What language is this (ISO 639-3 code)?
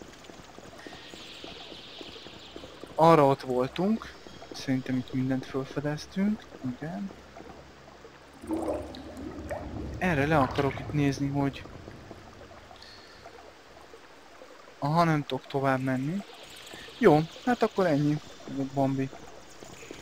hun